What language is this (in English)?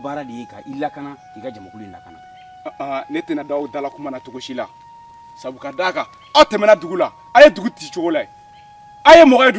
Bambara